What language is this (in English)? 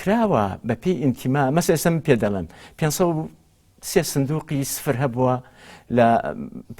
Central Kurdish